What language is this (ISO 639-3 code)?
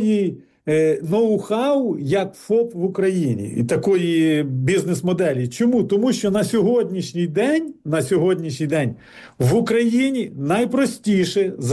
ukr